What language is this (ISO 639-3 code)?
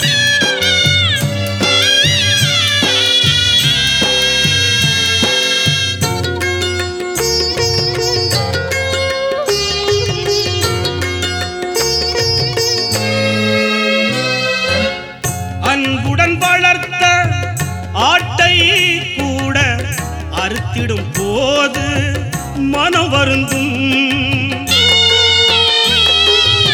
tam